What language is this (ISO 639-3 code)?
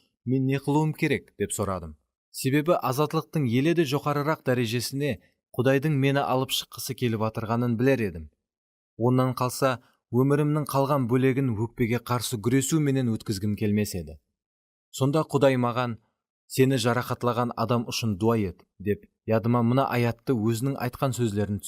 kaa